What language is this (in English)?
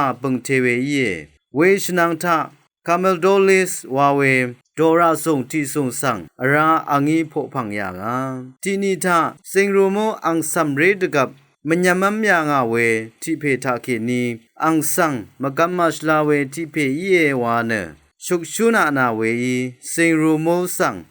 Rawang